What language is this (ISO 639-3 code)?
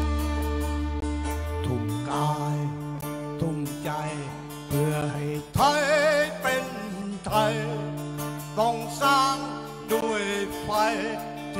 tha